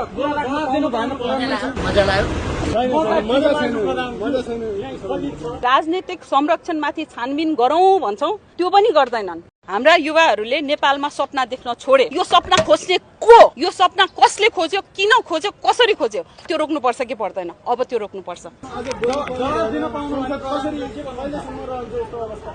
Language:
Nepali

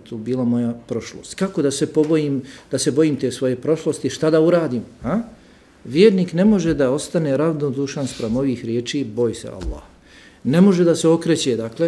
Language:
Bosnian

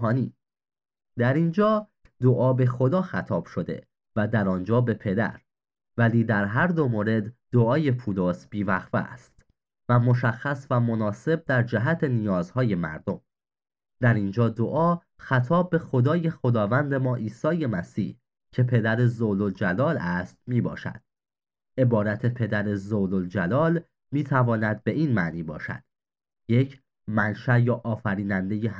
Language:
Persian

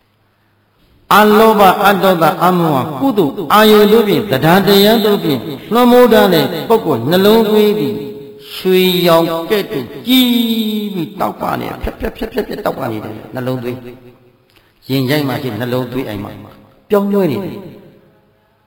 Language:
Burmese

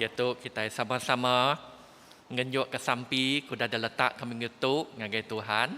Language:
Iban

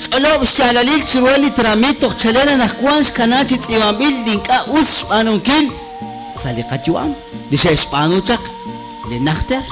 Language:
Kekchí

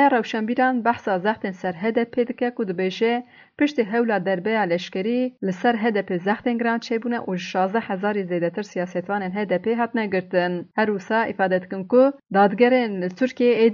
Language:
Kurdish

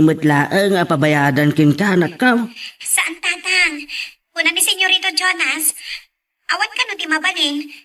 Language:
Iloko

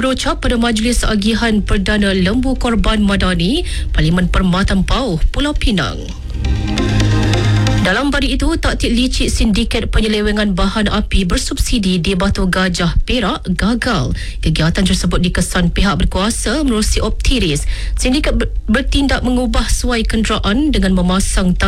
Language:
Malay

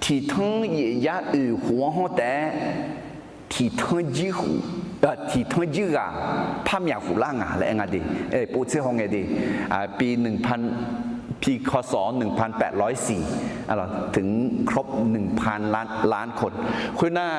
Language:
Akha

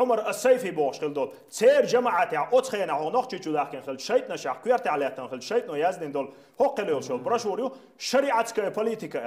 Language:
Chechen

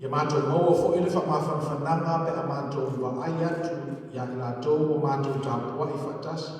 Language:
Samoan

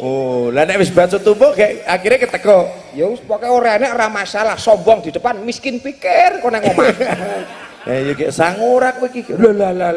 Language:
Javanese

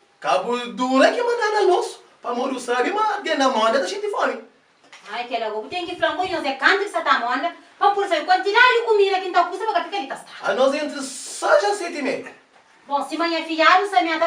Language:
Kabuverdianu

